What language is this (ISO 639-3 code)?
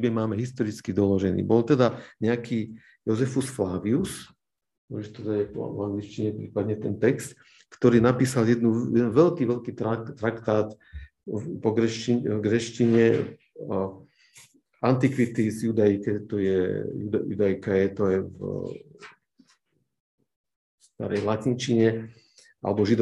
slk